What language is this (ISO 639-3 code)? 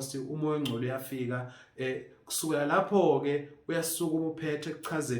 zul